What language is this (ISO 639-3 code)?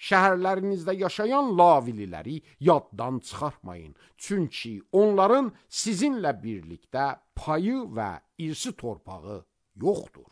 aze